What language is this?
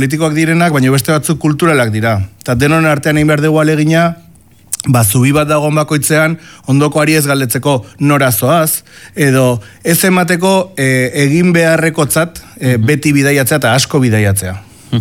Basque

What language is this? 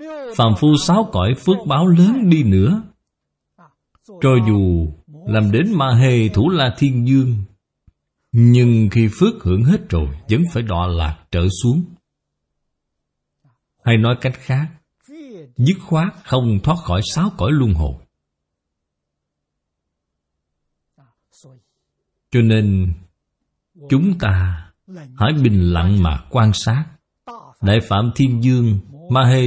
Vietnamese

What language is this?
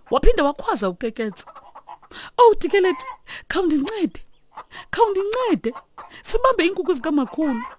Xhosa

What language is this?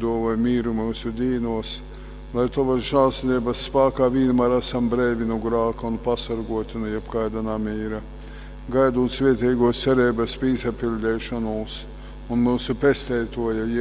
Latgalian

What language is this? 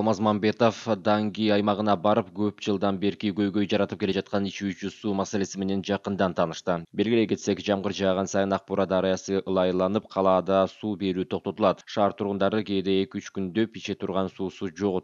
Kyrgyz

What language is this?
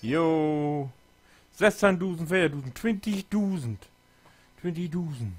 Low German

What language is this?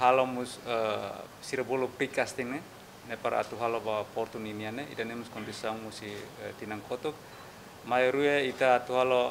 Tetum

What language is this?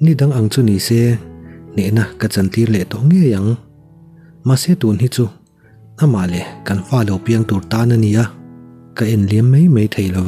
Mizo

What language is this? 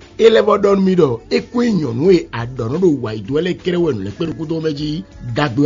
Fon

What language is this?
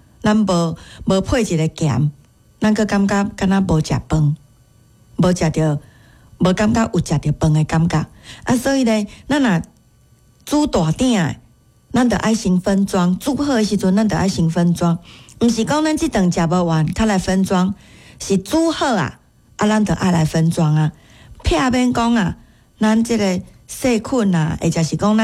Min Nan Chinese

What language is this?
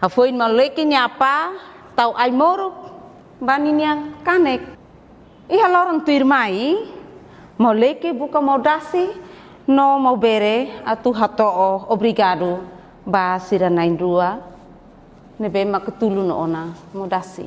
Tetum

